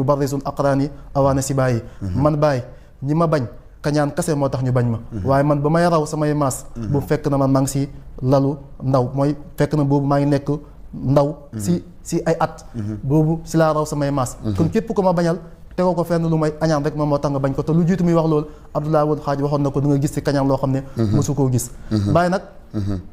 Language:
Wolof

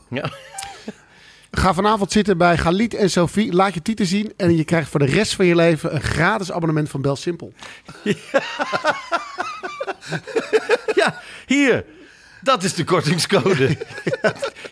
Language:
Dutch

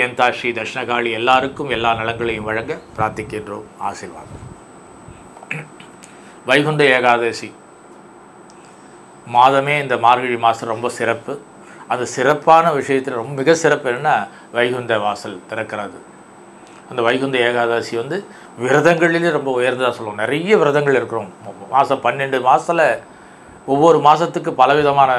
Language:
Tamil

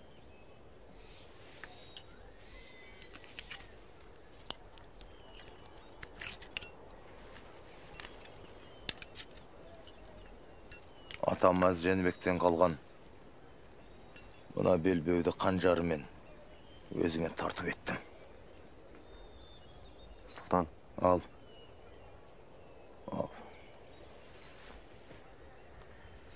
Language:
Kazakh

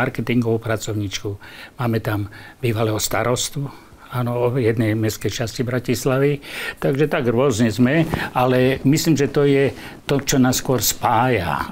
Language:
Slovak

